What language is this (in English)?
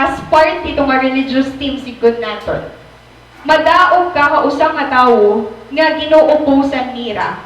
Waray